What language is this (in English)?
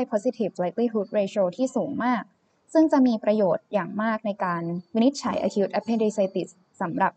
Thai